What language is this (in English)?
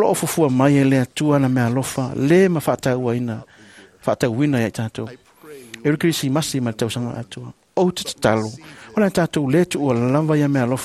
Samoan